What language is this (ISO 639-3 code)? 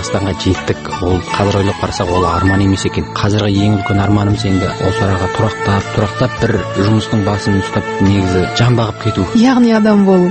kaz